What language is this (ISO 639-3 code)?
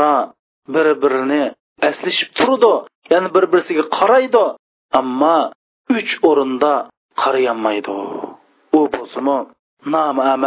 uig